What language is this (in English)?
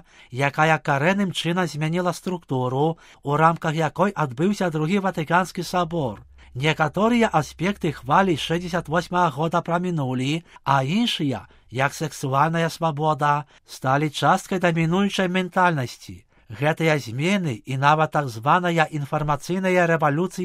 Belarusian